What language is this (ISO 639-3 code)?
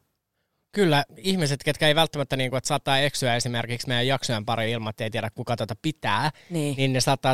fin